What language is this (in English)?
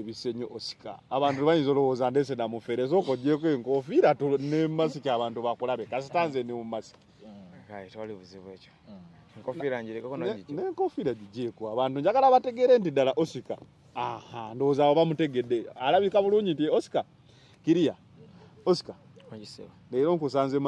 Ganda